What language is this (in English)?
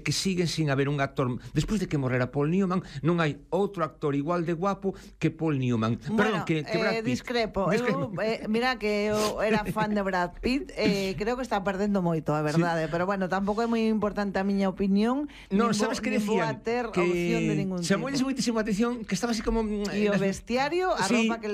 Galician